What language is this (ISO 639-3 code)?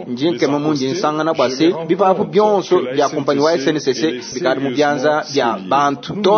lua